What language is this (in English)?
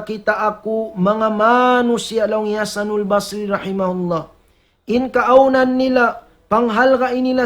Tausug